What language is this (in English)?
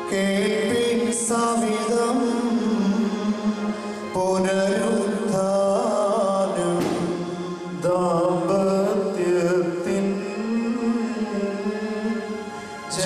Malayalam